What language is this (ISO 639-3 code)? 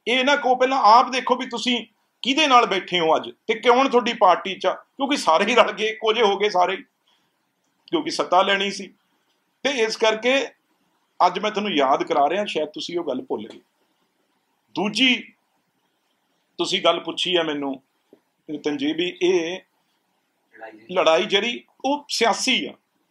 pan